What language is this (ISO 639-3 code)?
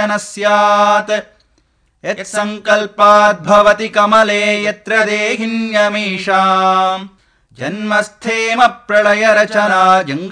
san